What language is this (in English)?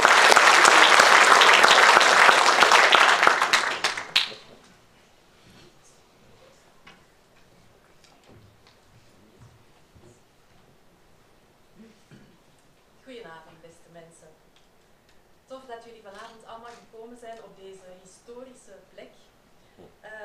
Dutch